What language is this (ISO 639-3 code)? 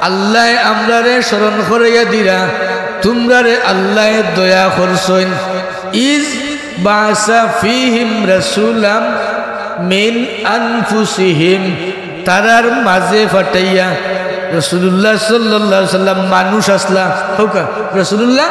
syl